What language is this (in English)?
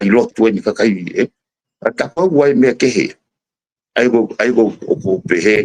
Tongan